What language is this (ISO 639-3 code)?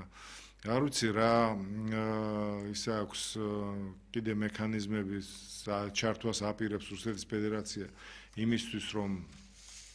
kat